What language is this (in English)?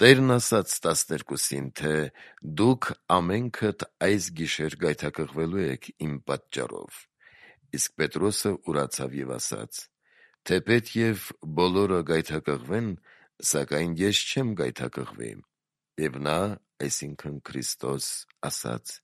Armenian